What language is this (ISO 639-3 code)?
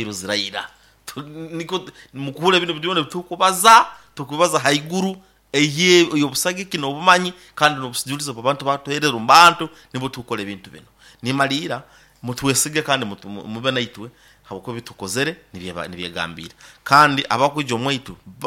nyo